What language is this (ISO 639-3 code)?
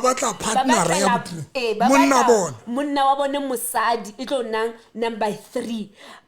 sot